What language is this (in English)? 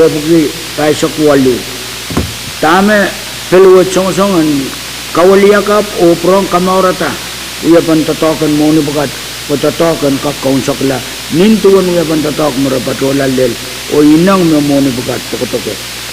Pohnpeian